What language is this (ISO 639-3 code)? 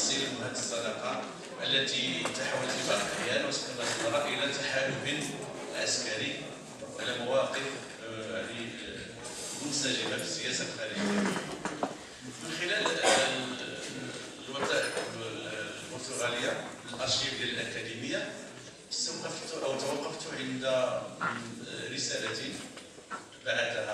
ara